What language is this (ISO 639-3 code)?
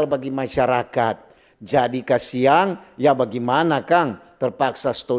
xmm